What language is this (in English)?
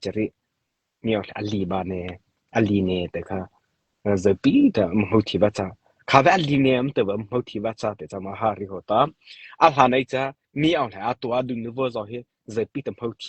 Mara Chin